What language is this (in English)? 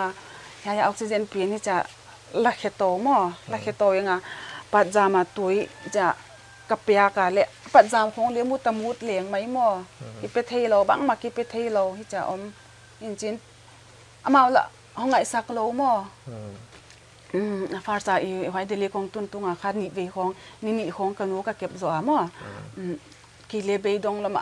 Paite Chin